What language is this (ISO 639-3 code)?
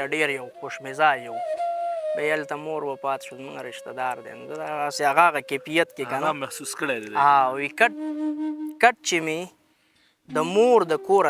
pus